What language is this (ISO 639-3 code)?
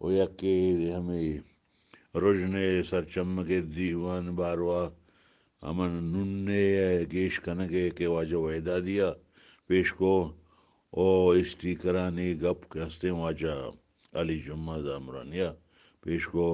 bgp